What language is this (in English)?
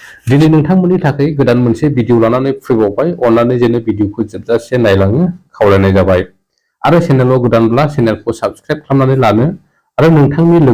Bodo